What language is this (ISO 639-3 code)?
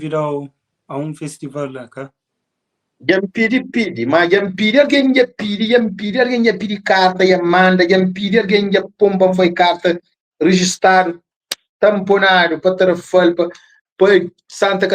kea